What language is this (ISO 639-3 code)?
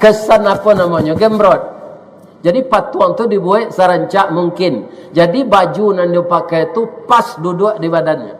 min